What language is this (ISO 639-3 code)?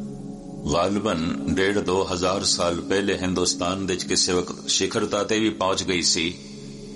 pan